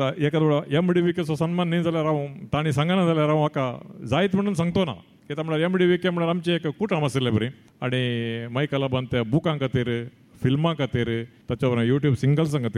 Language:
Konkani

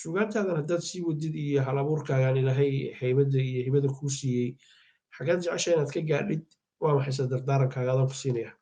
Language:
Somali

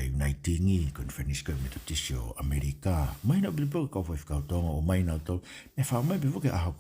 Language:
Tongan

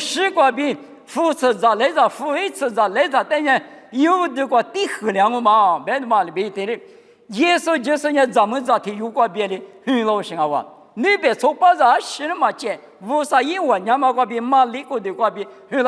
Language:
Lisu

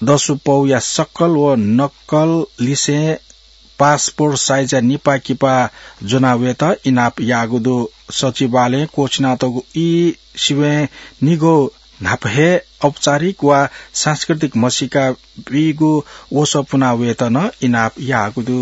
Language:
Newari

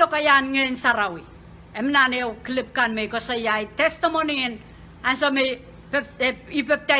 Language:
Pohnpeian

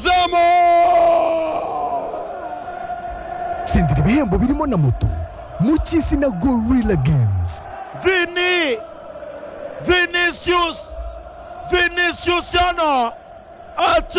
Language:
Kinyarwanda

